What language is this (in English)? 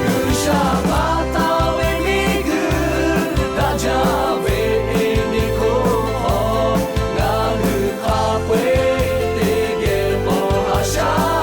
Lahu